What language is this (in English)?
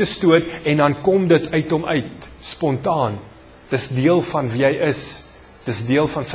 Afrikaans